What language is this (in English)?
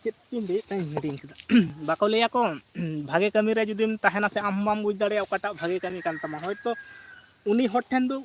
Santali